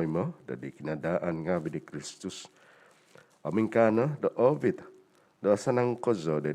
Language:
Central Dusun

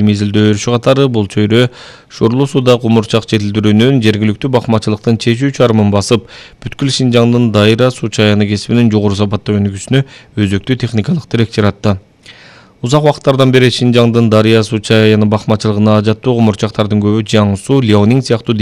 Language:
Kyrgyz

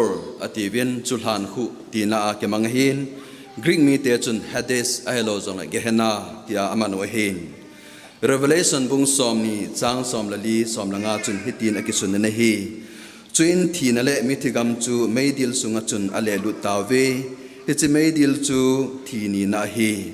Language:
Thado Chin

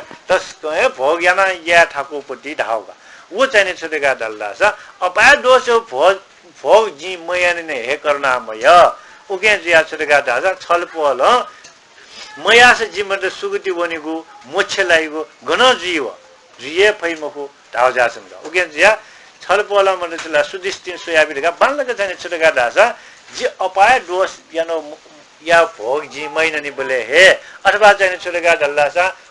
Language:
Newari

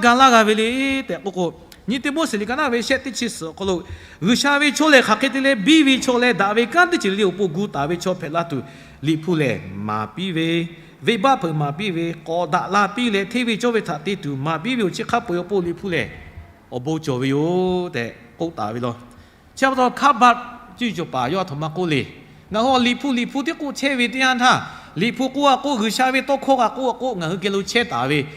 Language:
Lahu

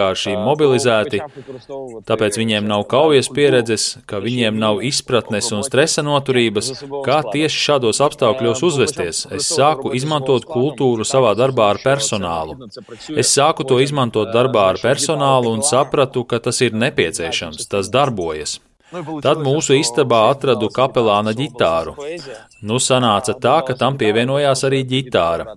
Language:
Latvian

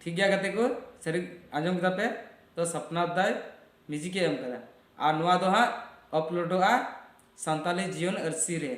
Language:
Santali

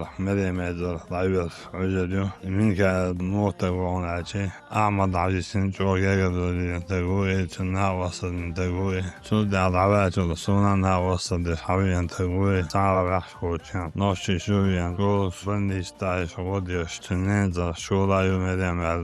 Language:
Chechen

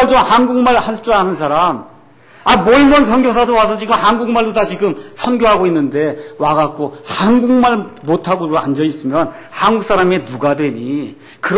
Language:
Korean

